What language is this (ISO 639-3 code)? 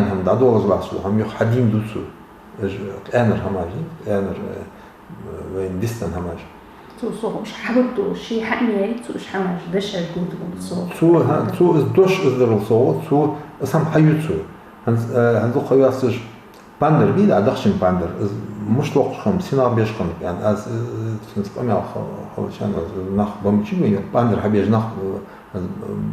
inh